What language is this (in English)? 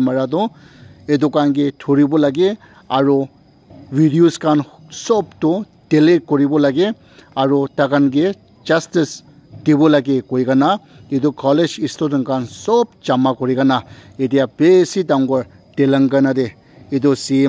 Naga Pidgin